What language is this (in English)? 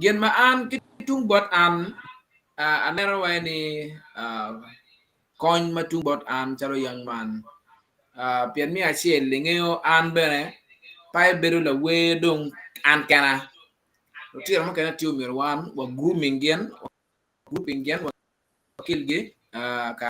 Acoli